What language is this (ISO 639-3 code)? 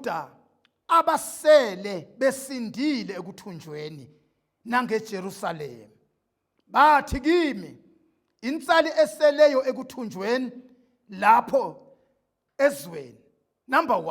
zul